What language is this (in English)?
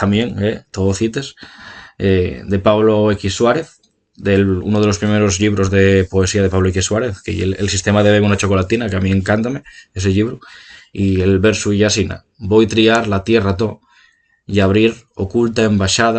Asturian